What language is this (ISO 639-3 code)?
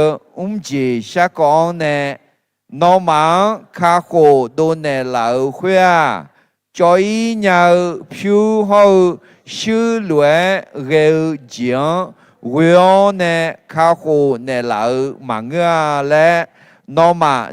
ahk